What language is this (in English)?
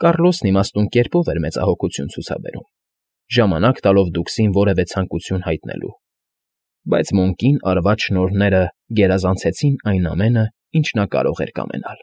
Armenian